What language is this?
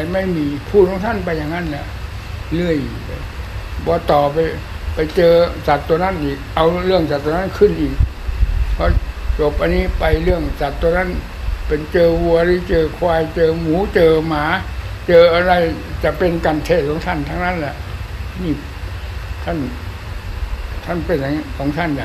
Thai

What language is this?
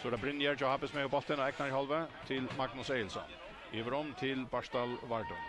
Faroese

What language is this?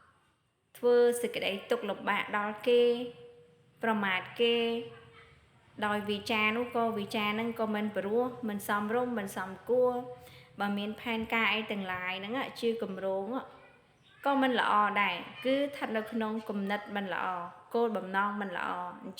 Khmer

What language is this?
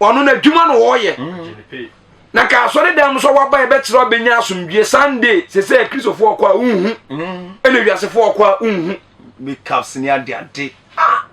Akan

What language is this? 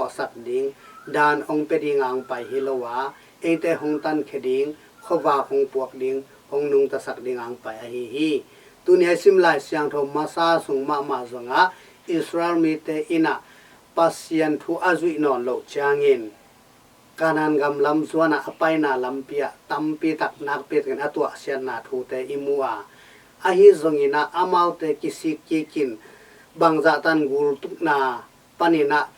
Tedim Chin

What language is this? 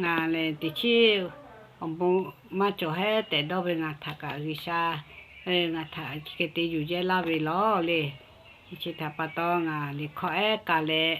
Lahu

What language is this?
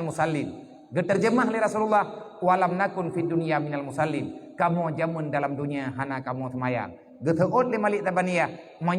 Achinese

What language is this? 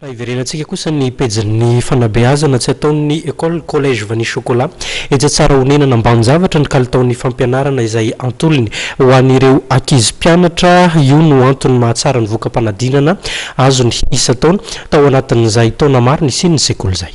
Malagasy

